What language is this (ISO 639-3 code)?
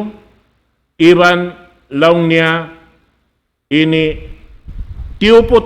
tsg